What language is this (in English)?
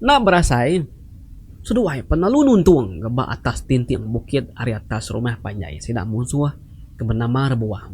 Iban